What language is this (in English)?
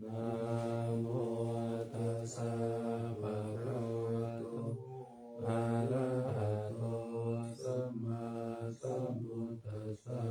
Pali